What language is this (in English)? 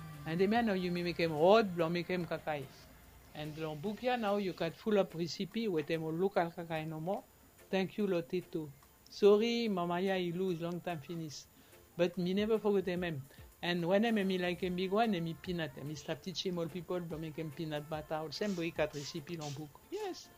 Bislama